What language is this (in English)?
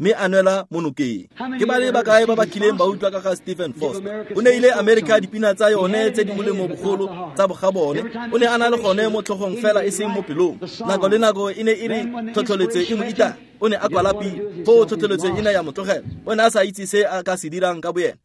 Tswana